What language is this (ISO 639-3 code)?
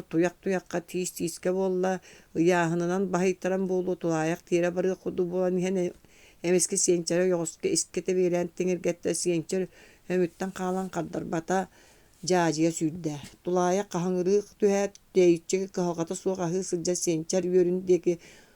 sah